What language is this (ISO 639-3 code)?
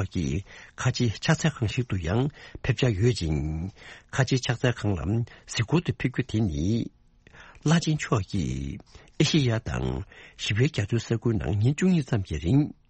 bod